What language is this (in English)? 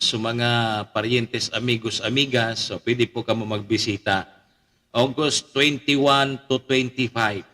Bikol